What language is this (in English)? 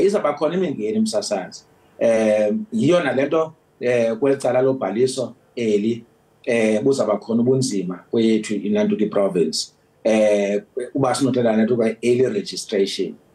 Zulu